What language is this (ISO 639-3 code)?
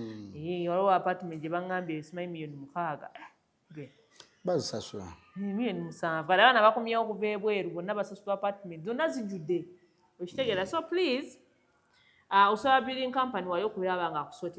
lug